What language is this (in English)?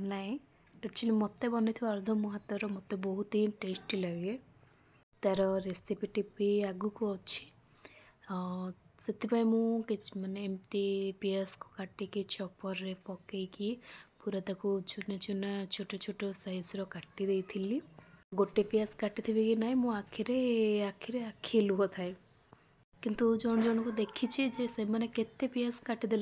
Odia